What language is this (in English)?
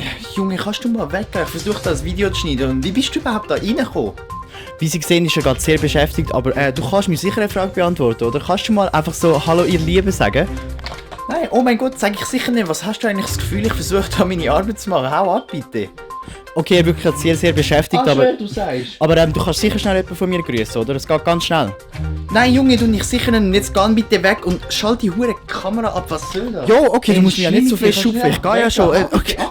Swiss German